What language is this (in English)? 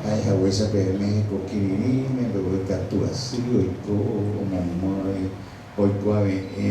Guarani